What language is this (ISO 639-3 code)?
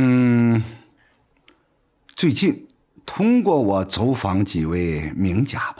zho